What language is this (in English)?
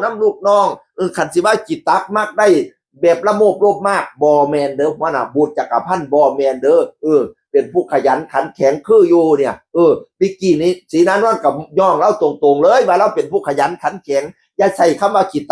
Northeastern Thai